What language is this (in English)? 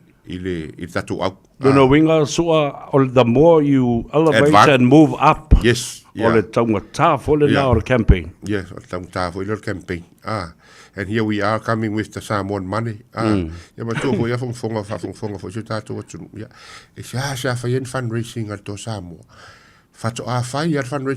Samoan